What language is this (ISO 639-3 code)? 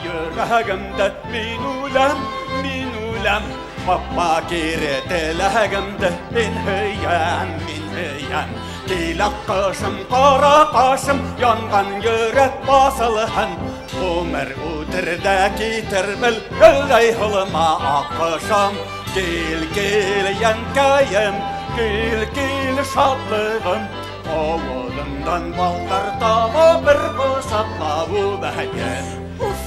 bak